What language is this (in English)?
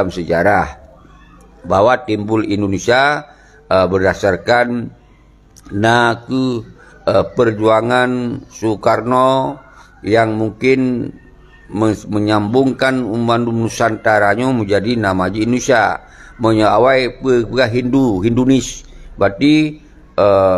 Achinese